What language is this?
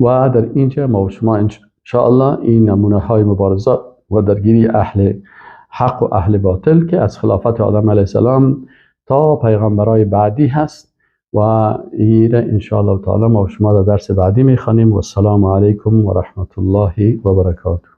Persian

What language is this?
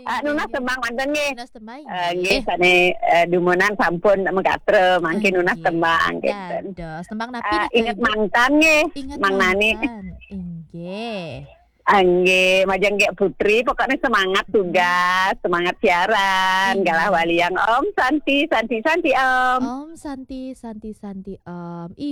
Balinese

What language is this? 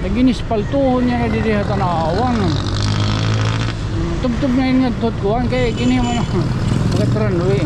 Waray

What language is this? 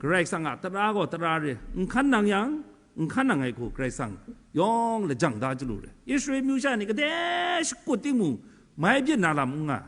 Kachin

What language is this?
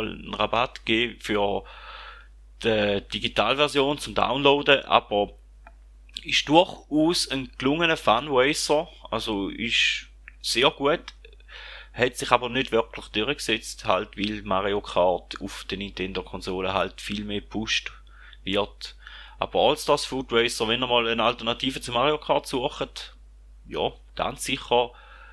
Swiss German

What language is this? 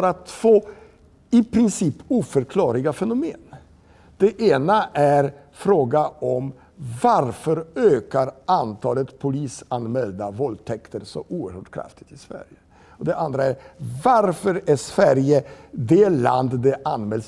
Swedish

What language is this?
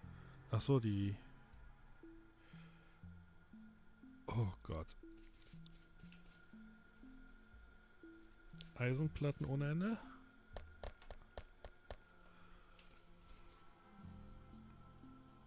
German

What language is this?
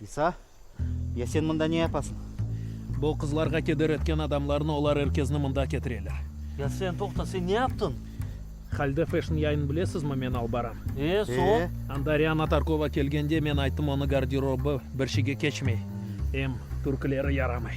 Crimean Tatar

